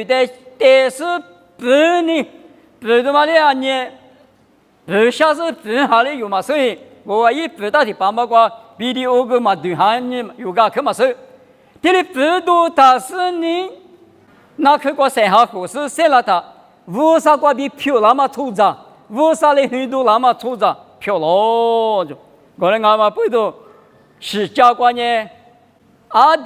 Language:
Lisu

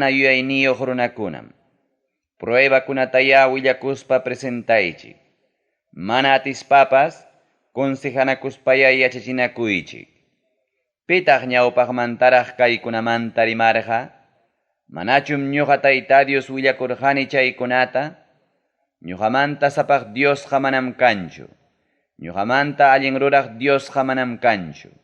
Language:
Ayacucho Quechua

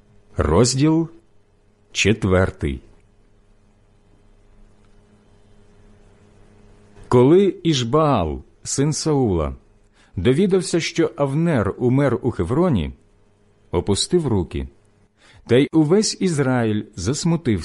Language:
Ukrainian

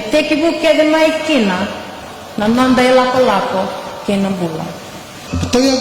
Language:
Fijian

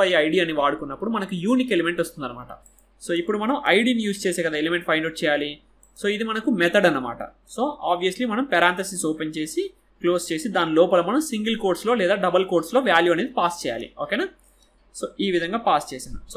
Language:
Telugu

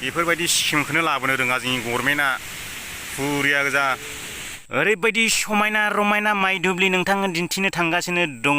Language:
Bodo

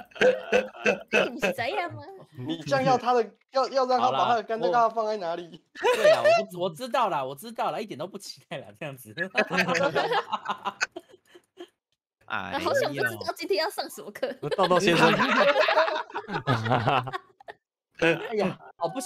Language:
Chinese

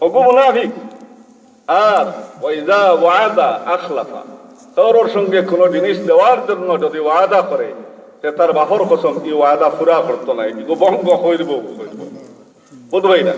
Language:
Sylheti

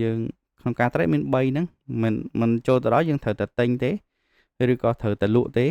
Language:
Khmer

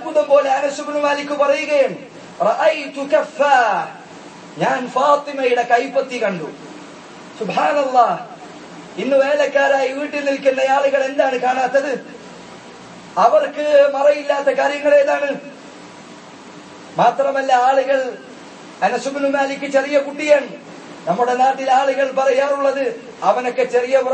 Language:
Malayalam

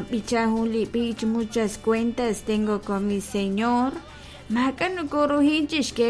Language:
Kekchí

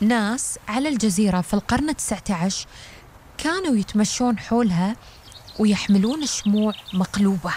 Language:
Gulf Arabic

